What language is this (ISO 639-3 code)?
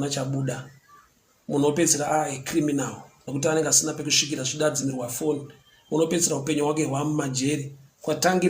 sna